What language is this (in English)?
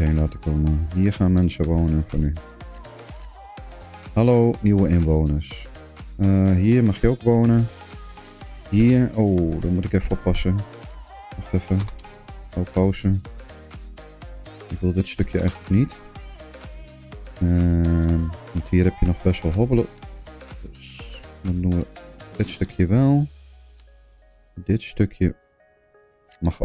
Dutch